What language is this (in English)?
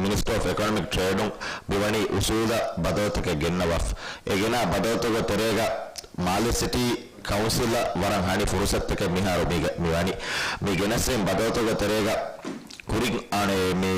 Divehi